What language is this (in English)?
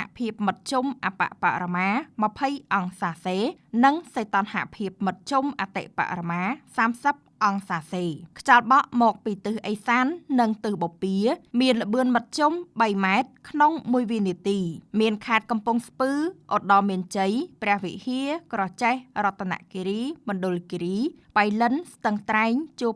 Khmer